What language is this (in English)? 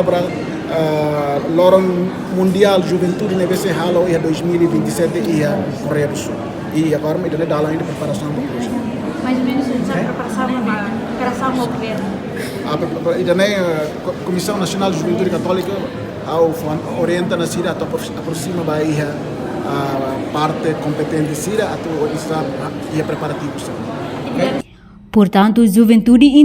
Tetum